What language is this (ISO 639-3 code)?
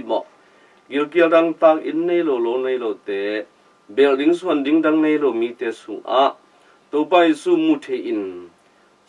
ctd